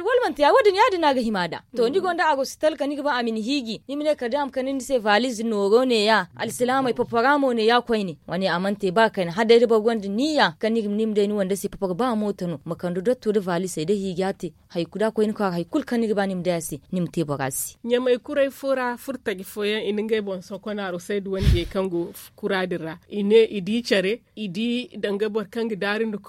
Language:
Zarma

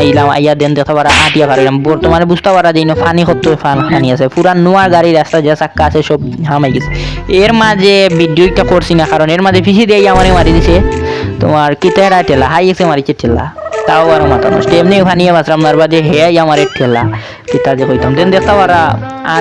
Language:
Sylheti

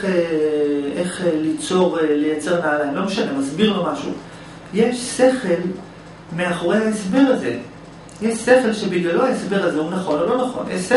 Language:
Hebrew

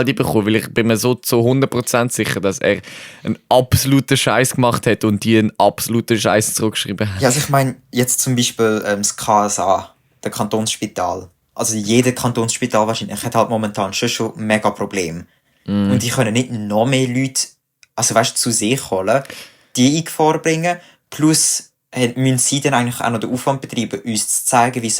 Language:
Swiss German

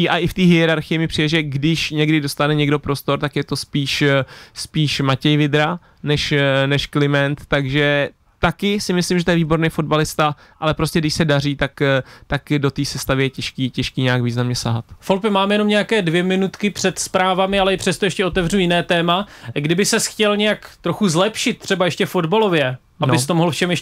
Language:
Czech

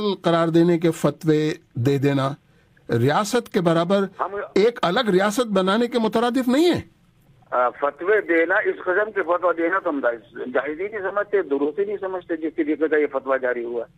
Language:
Urdu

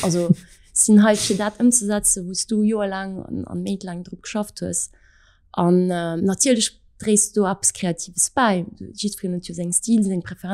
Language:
Luxembourgish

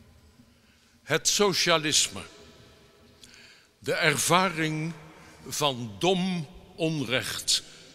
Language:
Dutch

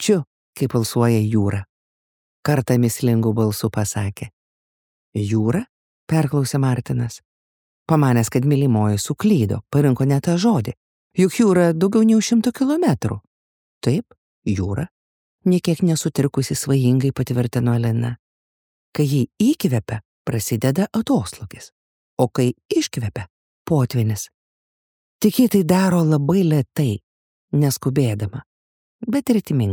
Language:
Lithuanian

